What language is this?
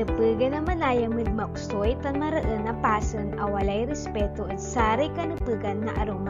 Pangasinan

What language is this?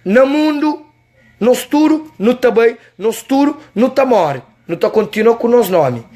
Kabuverdianu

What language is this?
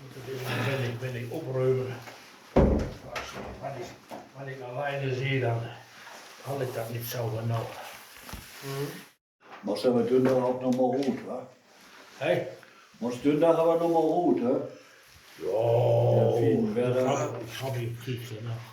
Westphalien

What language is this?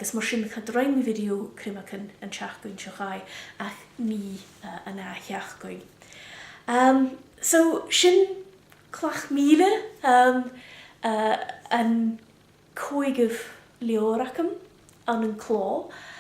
Scottish Gaelic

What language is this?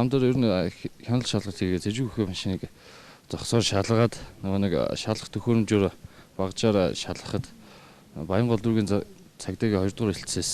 Mongolian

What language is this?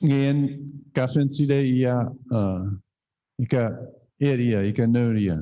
Chuukese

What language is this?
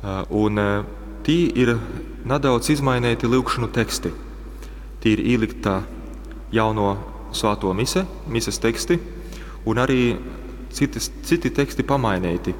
Latgalian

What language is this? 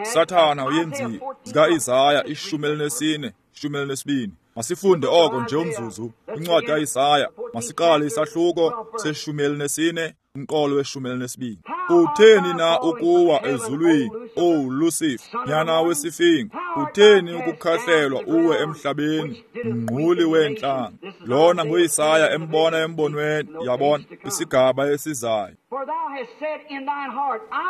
Xhosa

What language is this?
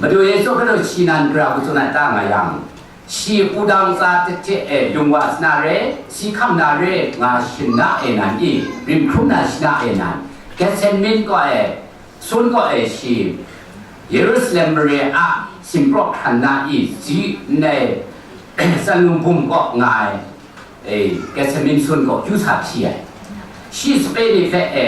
Kachin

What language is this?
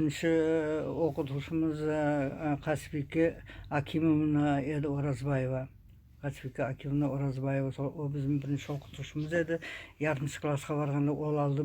Nogai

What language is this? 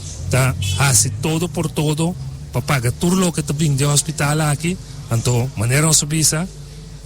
Papiamento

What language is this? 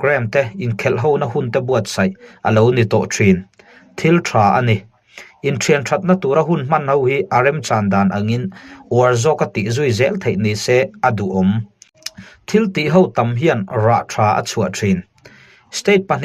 Mizo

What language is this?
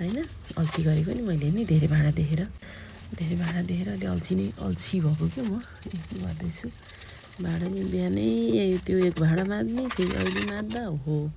Nepali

